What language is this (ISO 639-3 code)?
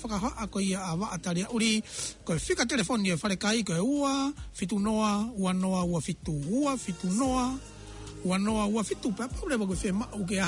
ton